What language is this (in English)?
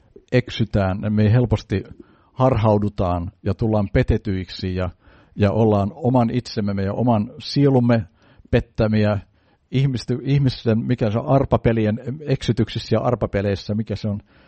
Finnish